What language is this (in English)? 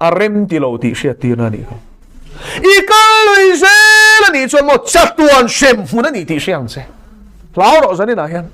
Mizo